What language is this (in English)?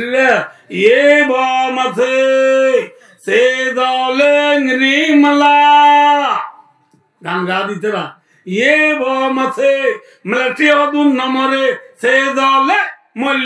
Rohingya